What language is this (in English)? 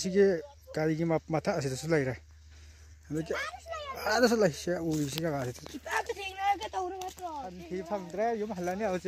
Manipuri